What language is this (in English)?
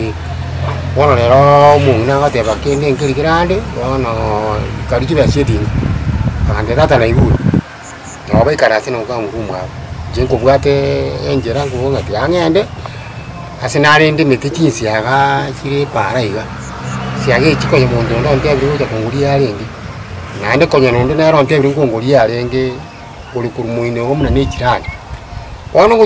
Gusii